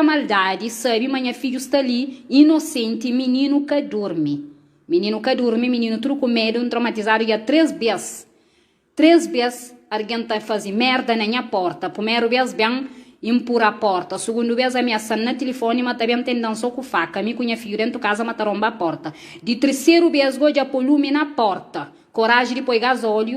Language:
Kabuverdianu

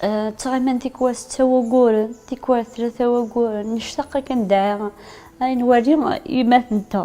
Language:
Kabyle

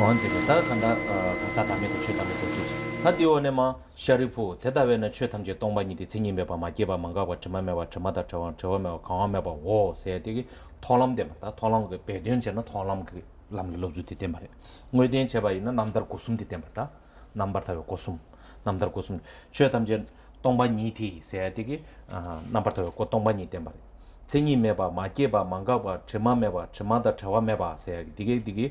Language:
Tibetan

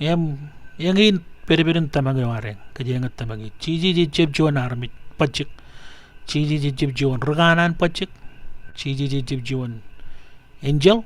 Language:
Marshallese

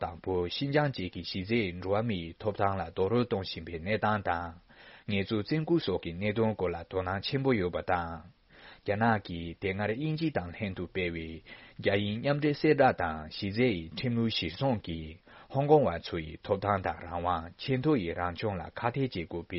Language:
Tibetan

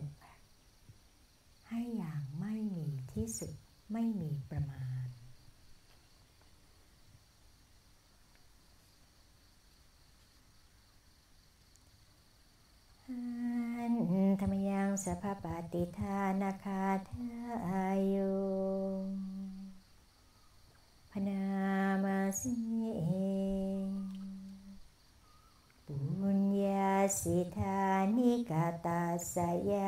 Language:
Thai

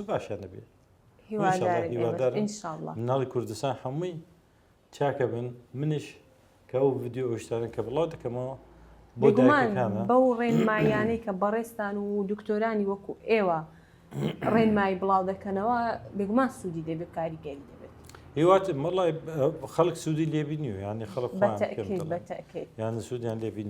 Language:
Central Kurdish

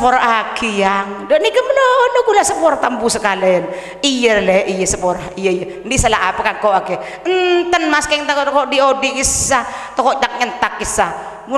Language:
Madurese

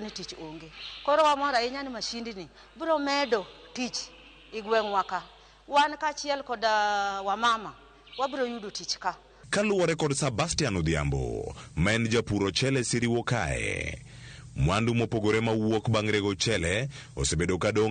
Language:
Luo (Kenya and Tanzania)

